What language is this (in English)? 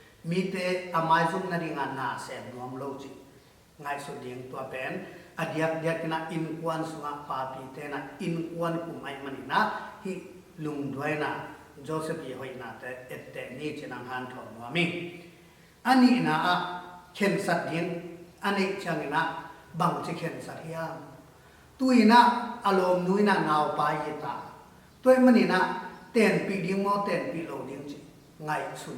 Tedim Chin